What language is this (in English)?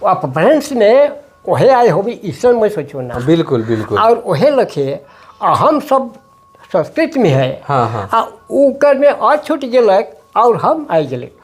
Sadri